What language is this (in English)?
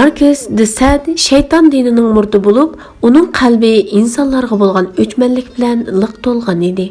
Uyghur